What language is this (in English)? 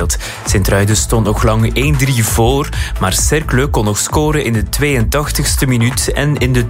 Dutch